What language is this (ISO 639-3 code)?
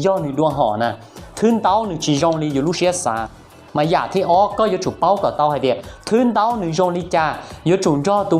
hmn